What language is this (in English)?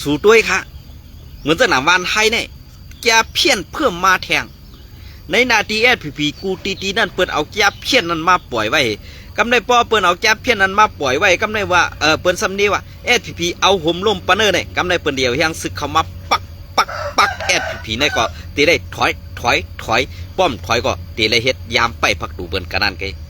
Shan